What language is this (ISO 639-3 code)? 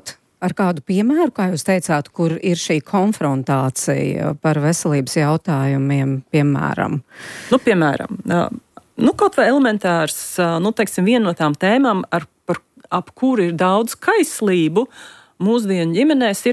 lav